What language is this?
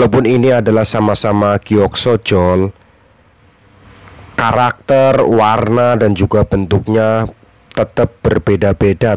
Indonesian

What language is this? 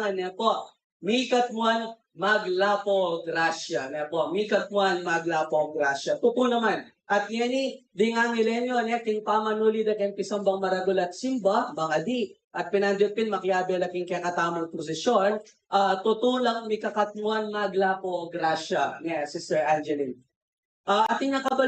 Pampanga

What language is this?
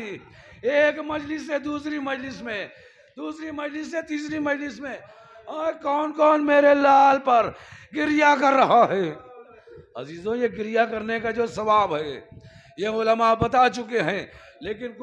Urdu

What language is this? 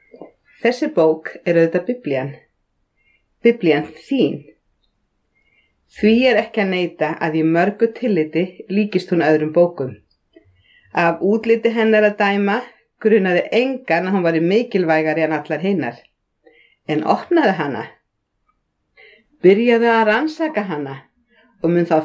Icelandic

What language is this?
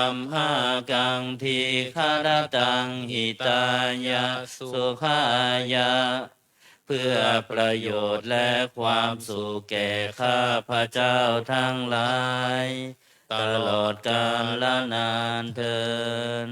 Pali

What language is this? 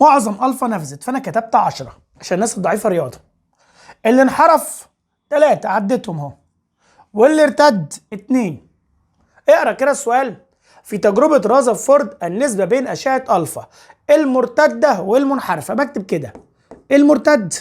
Egyptian Arabic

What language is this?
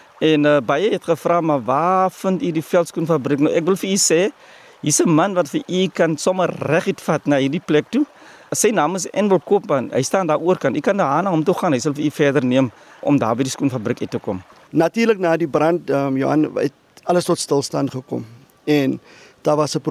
Afrikaans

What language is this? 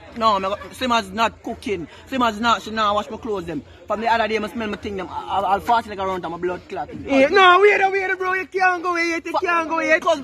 Jamaican Creole English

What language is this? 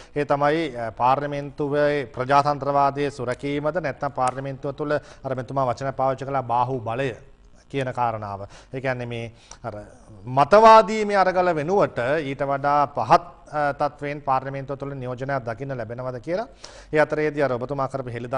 Sinhala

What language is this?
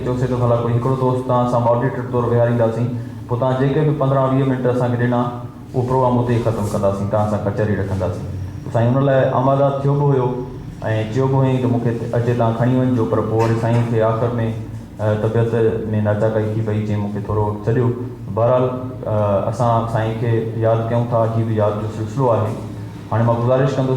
Sindhi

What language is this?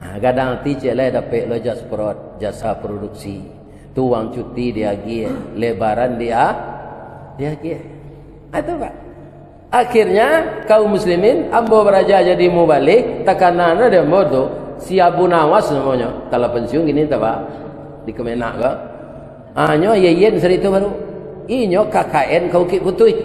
Minangkabau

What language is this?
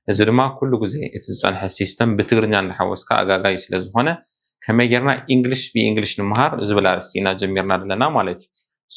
Tigrinya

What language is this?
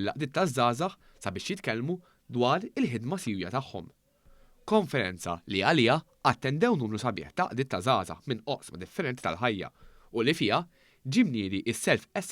Maltese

